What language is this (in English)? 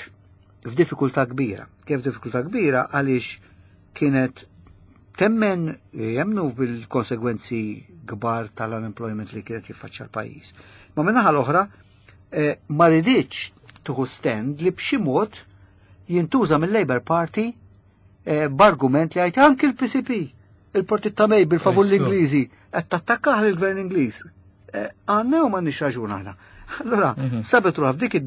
Maltese